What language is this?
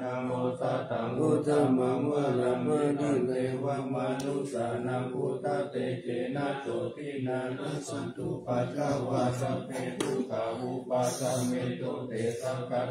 Pali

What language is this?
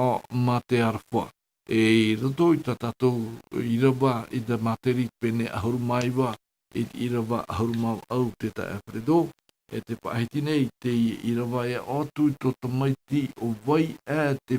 Tahitian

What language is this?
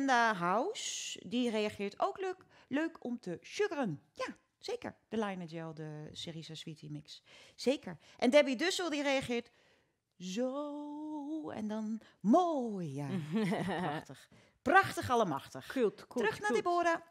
Dutch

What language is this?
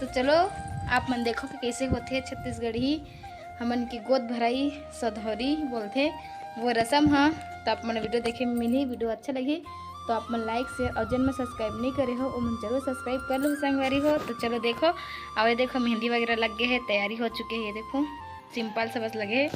Chhattisgarhi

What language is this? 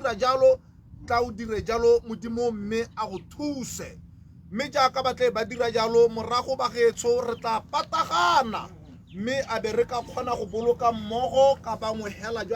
Tswana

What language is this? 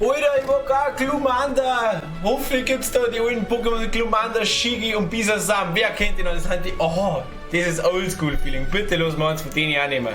Bavarian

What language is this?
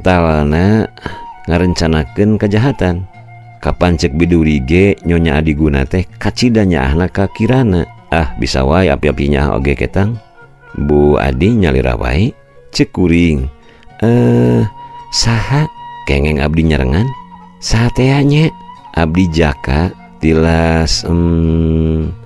Sundanese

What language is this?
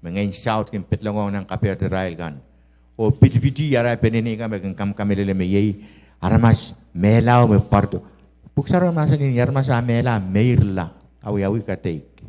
Pohnpeian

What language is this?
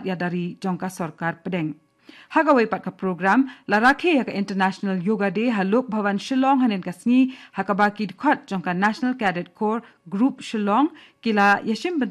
Khasi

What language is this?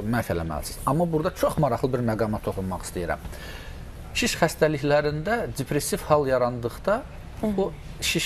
Azerbaijani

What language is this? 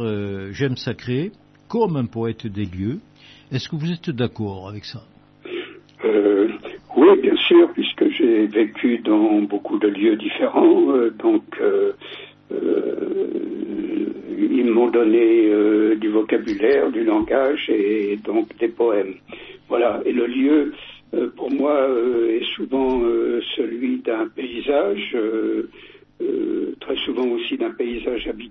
French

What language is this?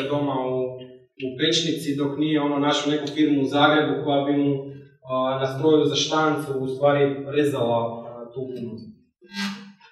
Croatian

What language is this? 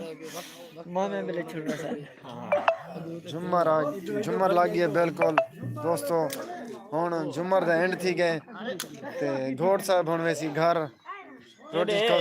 Saraiki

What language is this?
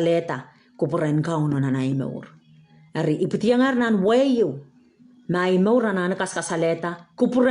Pohnpeian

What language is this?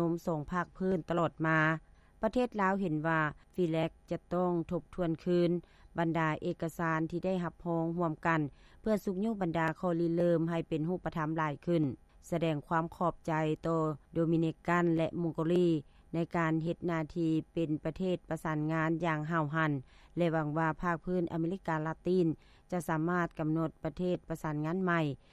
Lao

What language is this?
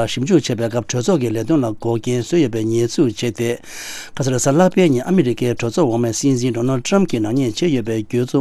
Tibetan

